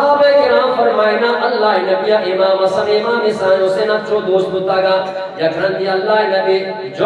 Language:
Eastern Balochi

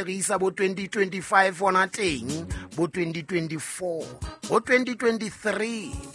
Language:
Southern Sotho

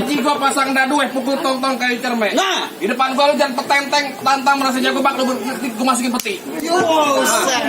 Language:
Betawi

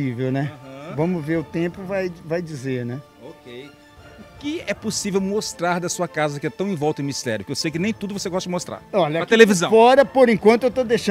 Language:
Portuguese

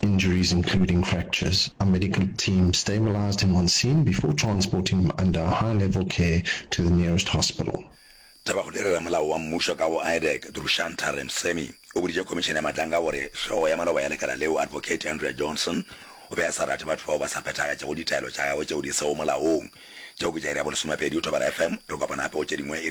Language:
Northern Sotho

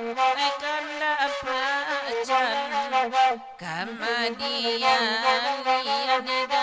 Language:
Minangkabau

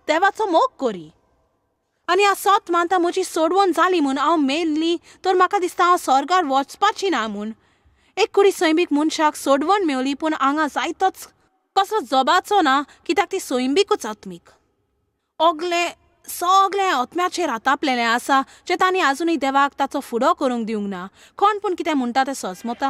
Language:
Konkani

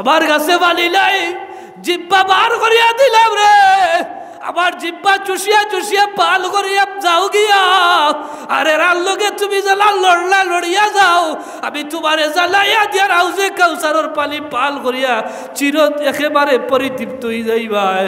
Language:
Sylheti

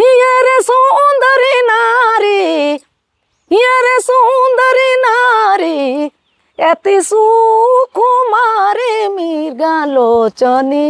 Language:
Sadri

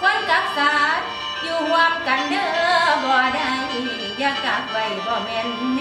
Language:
Lao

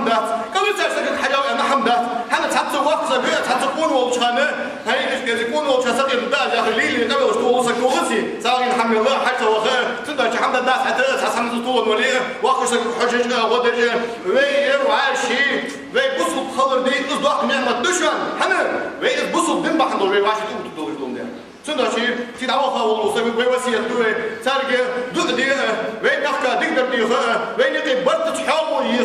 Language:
Ingush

